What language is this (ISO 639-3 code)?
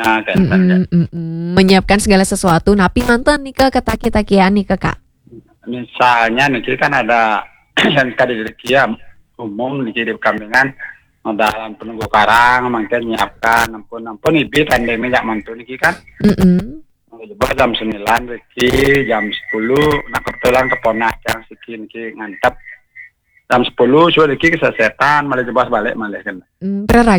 ban